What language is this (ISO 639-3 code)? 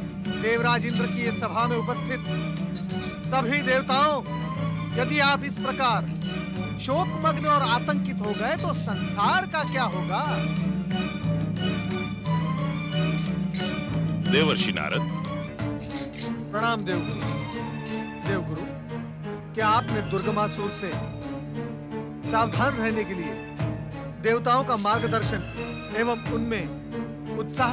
hin